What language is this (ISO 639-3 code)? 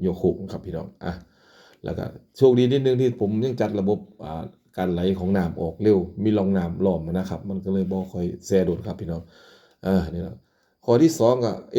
tts